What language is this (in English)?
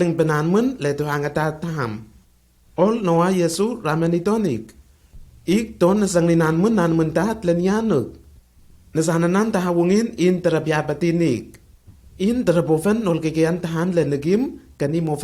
Lenakel